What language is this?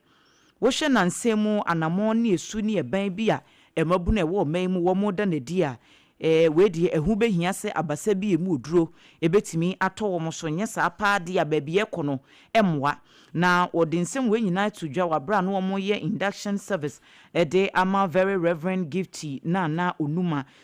Akan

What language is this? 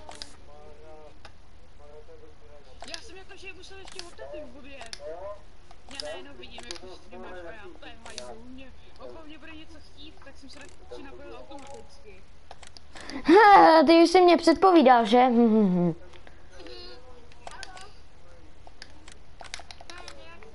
Czech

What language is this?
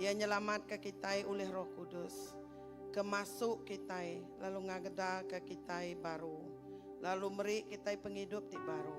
Iban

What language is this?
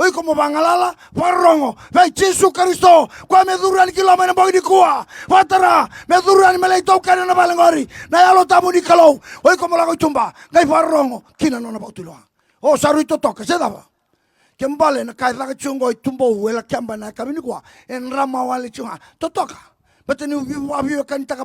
Fijian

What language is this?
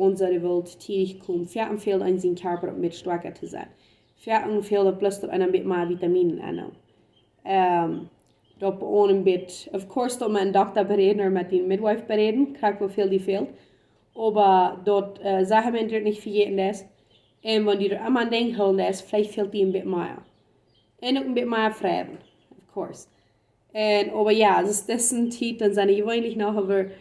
Plautdietsch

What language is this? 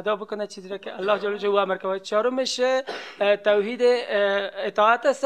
Persian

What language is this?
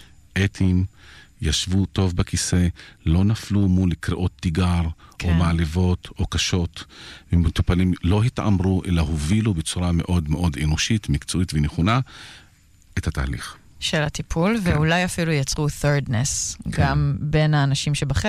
Hebrew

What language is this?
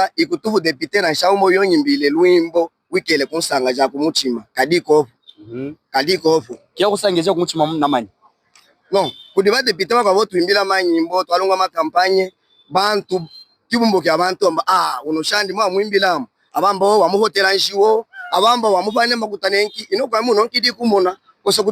Luba-Katanga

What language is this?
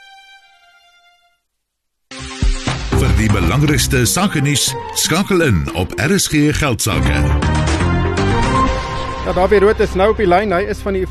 Afrikaans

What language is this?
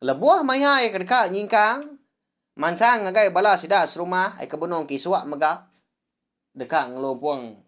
Iban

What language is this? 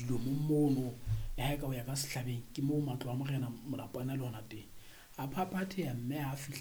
Southern Sotho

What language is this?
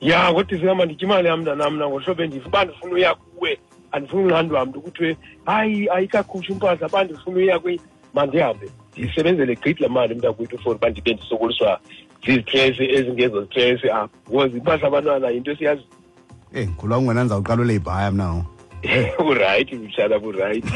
Xhosa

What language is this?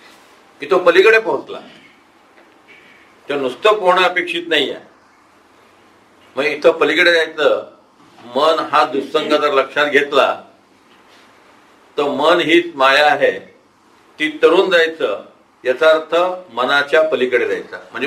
Marathi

